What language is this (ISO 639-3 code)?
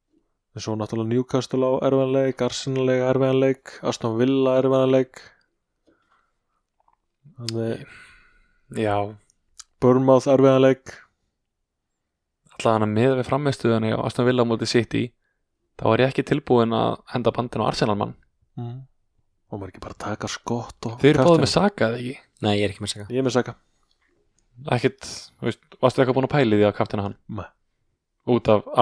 isl